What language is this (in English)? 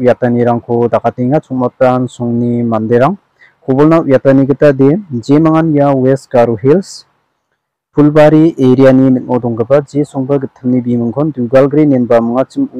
Garo